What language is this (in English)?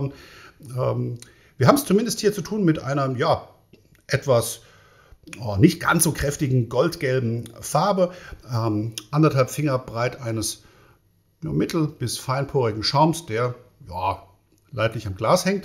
German